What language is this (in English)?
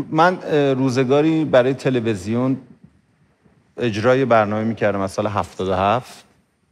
Persian